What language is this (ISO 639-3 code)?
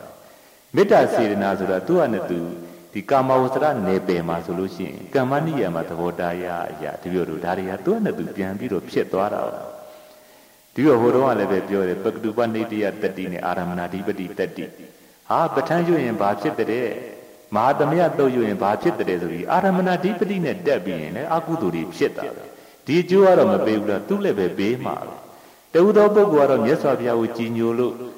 mya